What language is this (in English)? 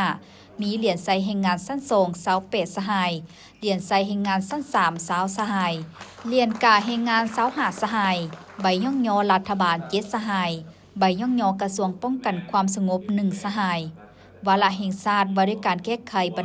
Lao